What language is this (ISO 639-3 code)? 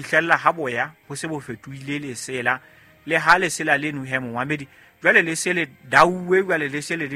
sot